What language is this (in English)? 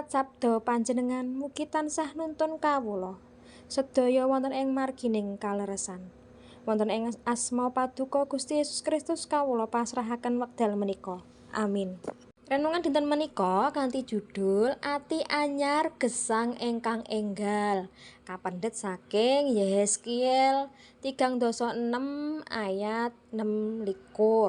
Javanese